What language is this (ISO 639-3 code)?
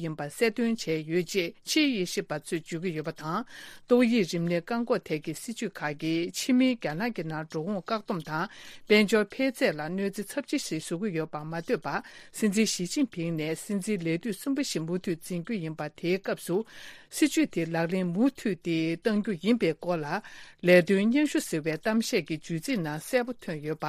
bod